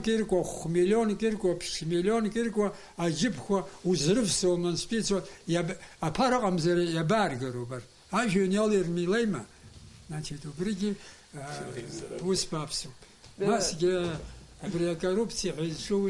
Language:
Abkhazian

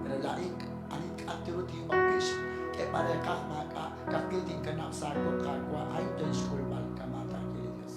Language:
Kekchí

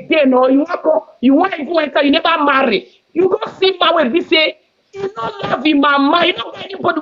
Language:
Nigerian Pidgin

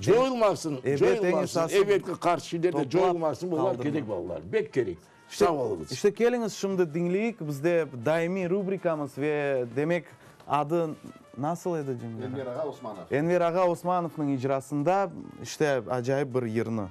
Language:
Crimean Tatar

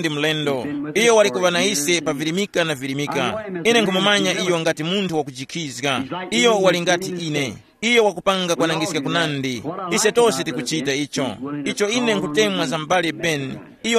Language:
Tumbuka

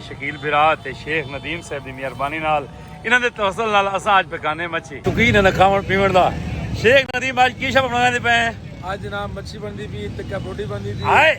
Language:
Saraiki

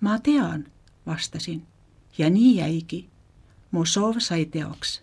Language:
Estonian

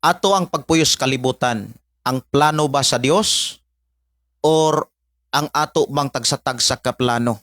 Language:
Cebuano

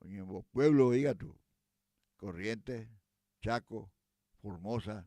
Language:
Guarani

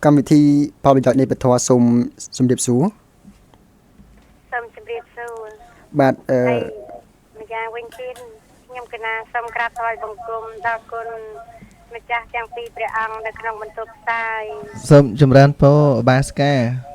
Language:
Khmer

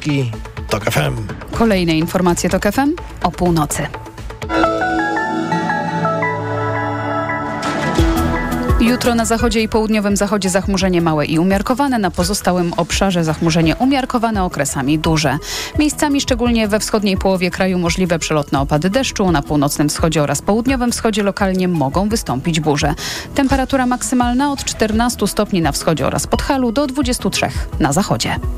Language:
Polish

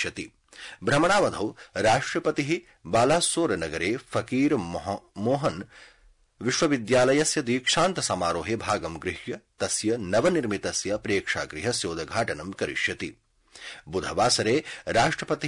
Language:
Sanskrit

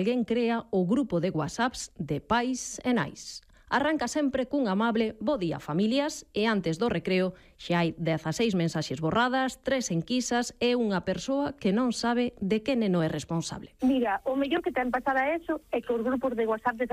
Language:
Galician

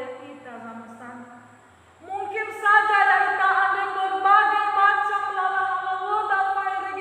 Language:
Nias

